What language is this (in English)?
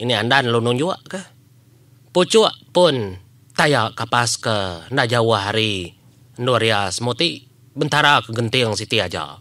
Iban